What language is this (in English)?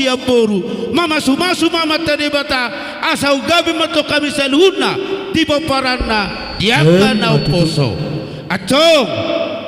Batak Toba